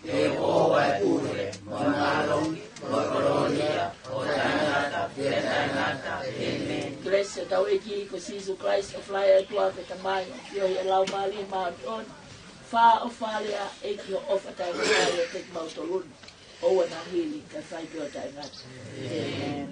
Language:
Tongan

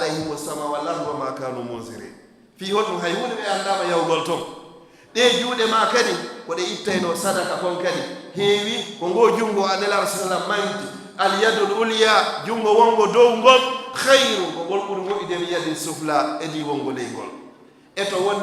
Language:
Fula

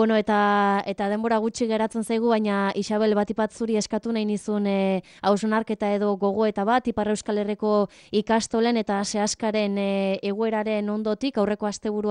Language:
Basque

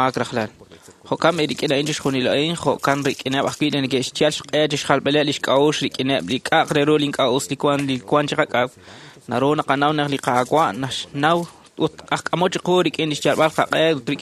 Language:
Kekchí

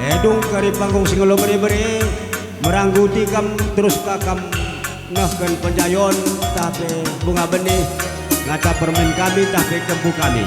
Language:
Batak Karo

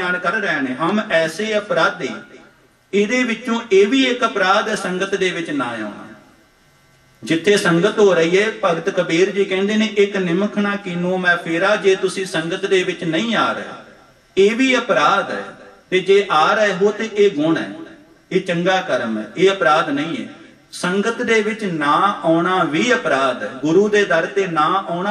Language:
Punjabi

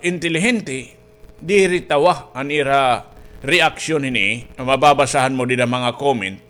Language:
Waray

